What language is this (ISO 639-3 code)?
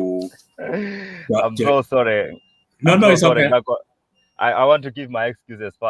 kln